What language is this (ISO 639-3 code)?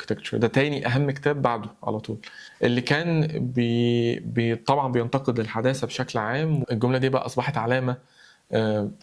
arz